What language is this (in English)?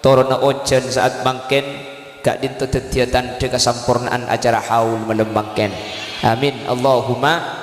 Madurese